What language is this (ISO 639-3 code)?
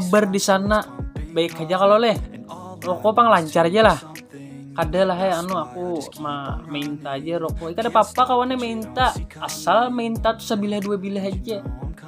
bjn